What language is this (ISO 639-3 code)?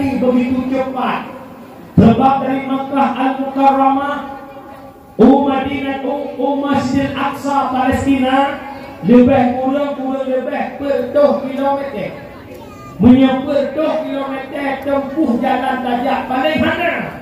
ace